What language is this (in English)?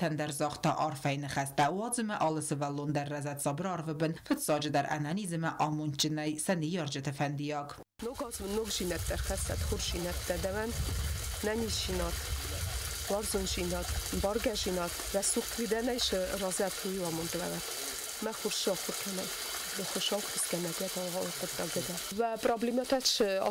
Ossetic